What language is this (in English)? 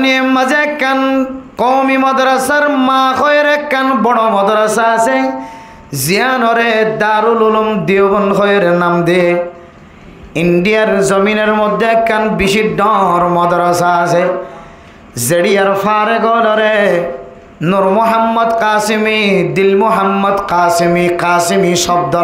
Rohingya